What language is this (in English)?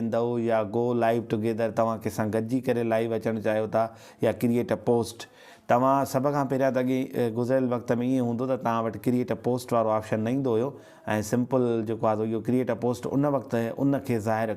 Sindhi